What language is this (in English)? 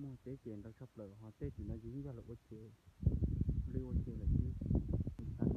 Hmong